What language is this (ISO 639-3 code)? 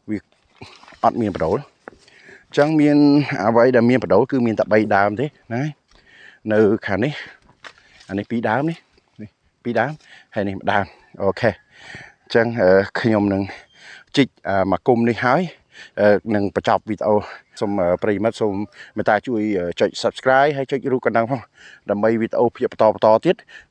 khm